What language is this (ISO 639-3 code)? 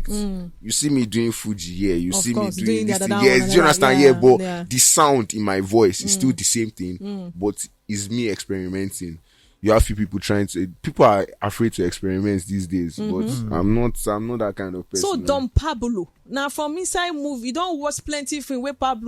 pcm